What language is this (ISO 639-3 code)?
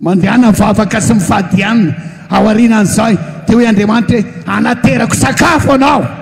mlg